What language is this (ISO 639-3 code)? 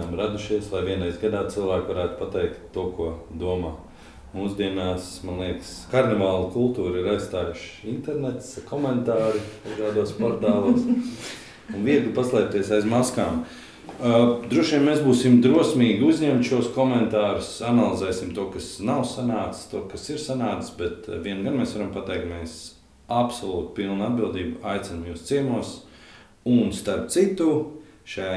lav